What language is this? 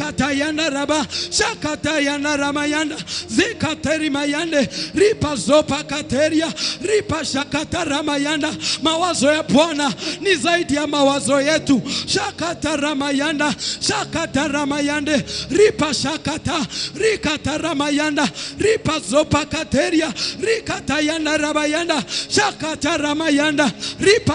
Swahili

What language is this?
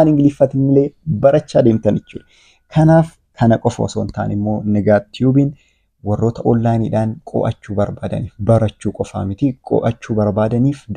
Oromo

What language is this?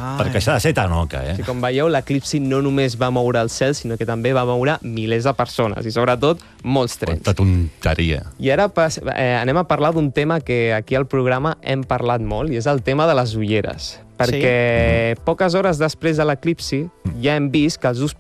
Catalan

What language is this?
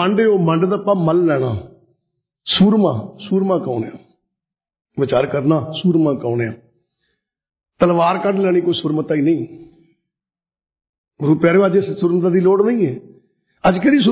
Punjabi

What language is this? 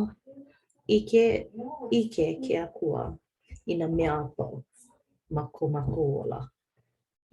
Hawaiian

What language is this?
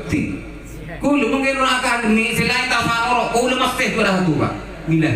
Madurese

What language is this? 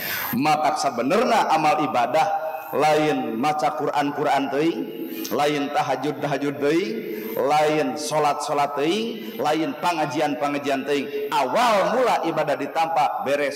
Sundanese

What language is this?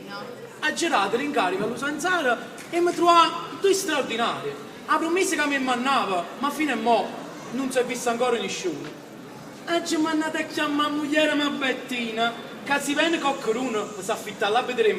Neapolitan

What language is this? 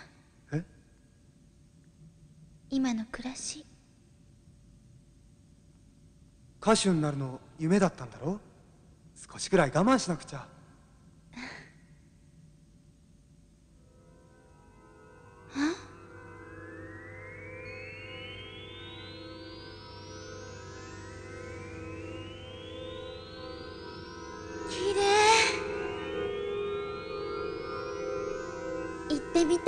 Japanese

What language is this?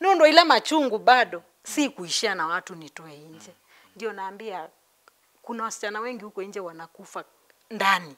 Kamba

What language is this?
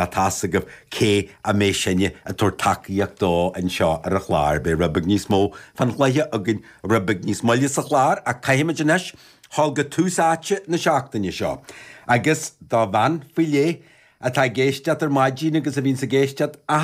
Irish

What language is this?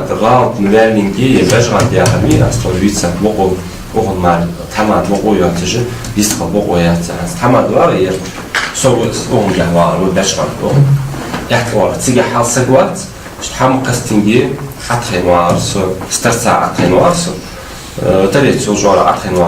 Ingush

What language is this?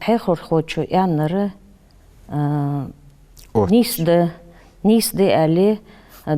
Ingush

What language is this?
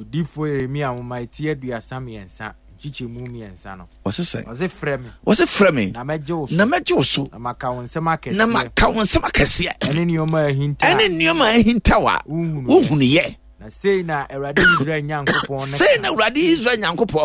Akan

